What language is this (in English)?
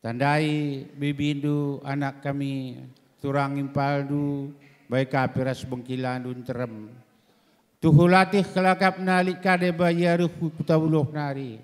Batak Karo